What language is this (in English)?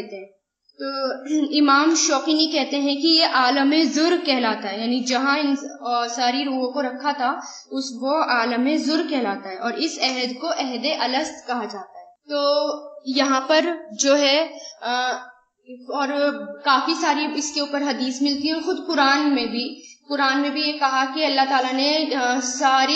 Urdu